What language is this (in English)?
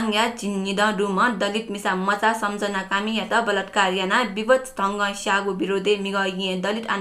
Newari